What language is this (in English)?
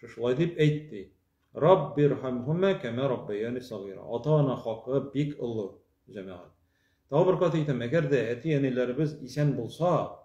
Tatar